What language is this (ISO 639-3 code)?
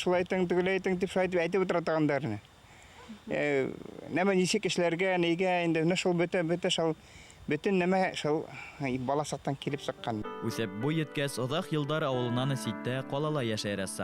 bak